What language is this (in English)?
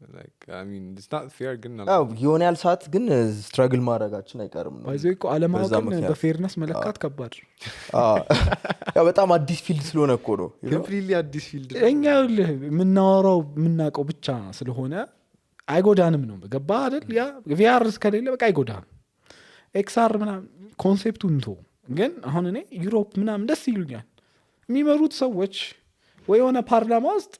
Amharic